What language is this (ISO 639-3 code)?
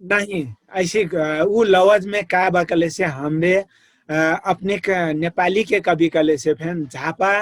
thl